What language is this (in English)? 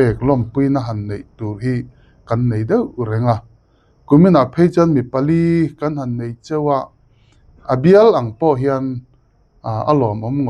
Mizo